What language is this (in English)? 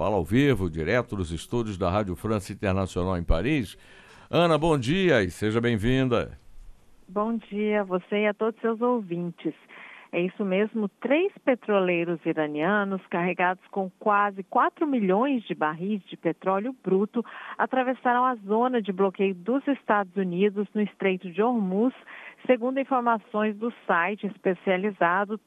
Portuguese